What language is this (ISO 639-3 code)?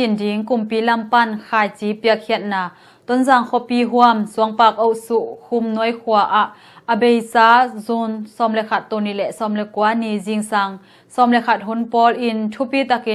ctd